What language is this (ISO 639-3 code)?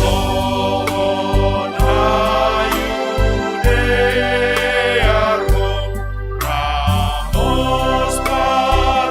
bts